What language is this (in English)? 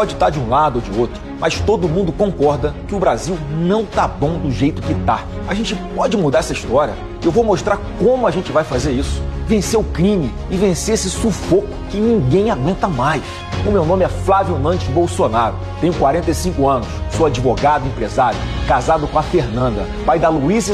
Portuguese